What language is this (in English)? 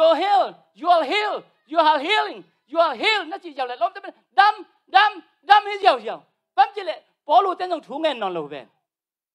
Tedim Chin